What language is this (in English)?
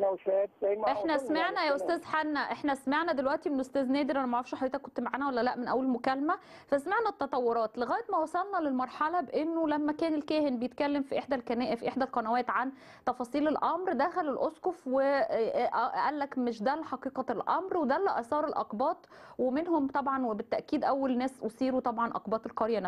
Egyptian Arabic